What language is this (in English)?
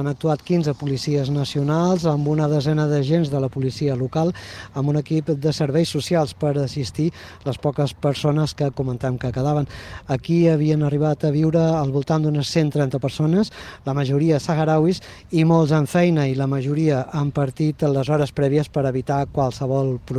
Catalan